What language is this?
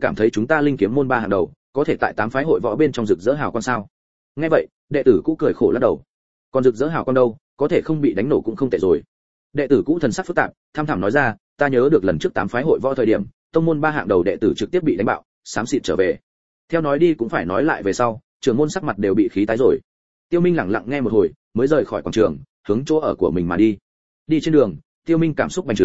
Vietnamese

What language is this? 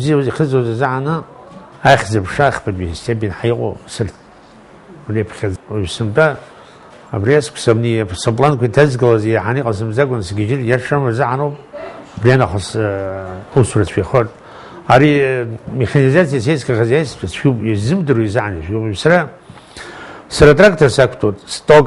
Abkhazian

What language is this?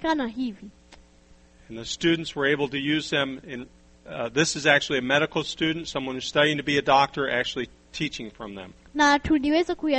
Swahili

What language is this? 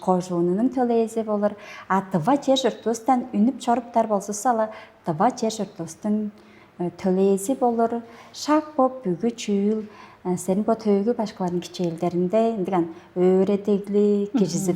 Tuvinian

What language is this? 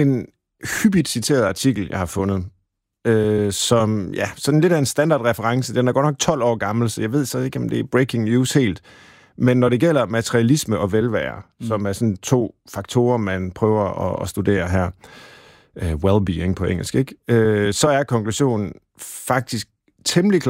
Danish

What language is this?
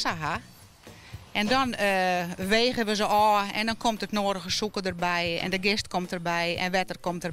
Western Frisian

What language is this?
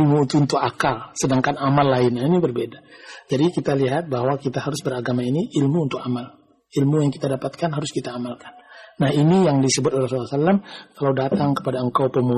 Indonesian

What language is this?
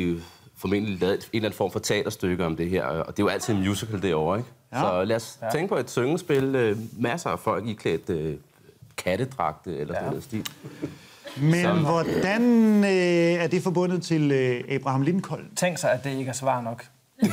Danish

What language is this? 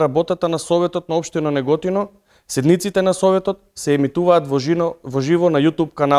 Macedonian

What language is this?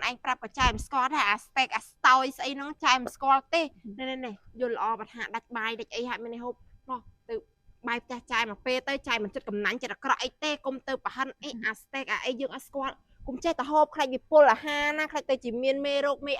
Khmer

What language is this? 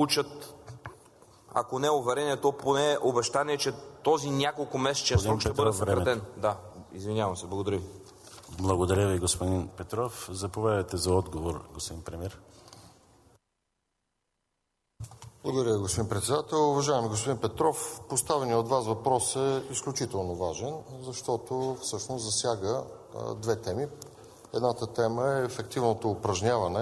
Bulgarian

